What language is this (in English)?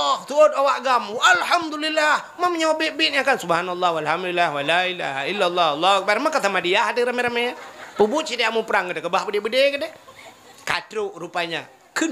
Achinese